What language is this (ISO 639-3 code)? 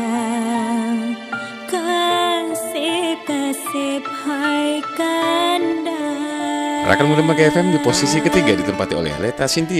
ace